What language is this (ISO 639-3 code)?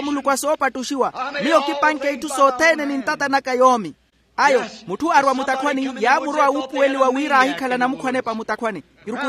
vmw